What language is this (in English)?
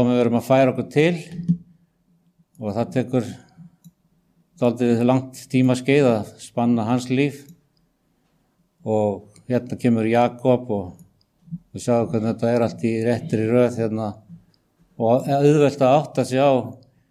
Icelandic